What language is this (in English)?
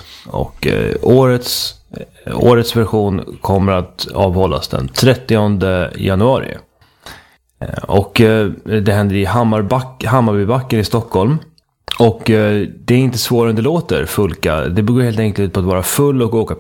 Swedish